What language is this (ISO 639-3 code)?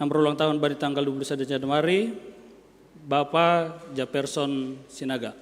bts